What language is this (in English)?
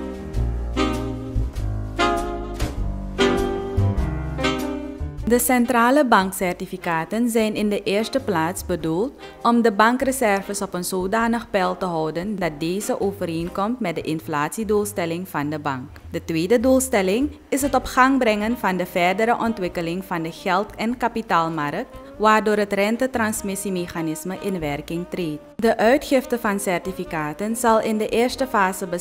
Dutch